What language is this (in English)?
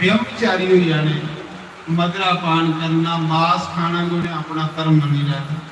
Dogri